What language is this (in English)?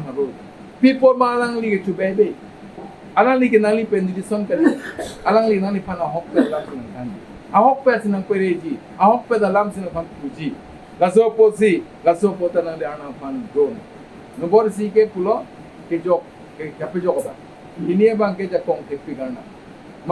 Karbi